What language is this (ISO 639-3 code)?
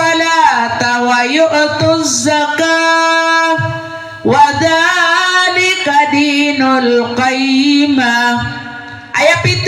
mrw